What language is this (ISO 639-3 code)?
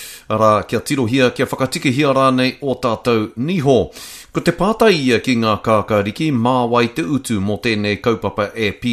mri